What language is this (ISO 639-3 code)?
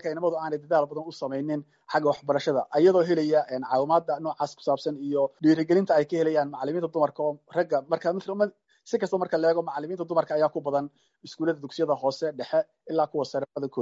som